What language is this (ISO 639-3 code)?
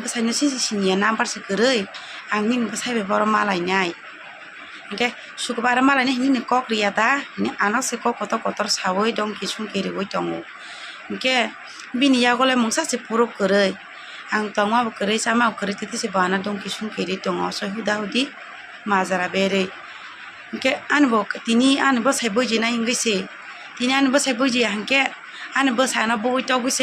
trp